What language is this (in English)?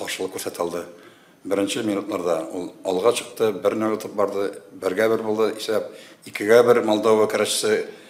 Tatar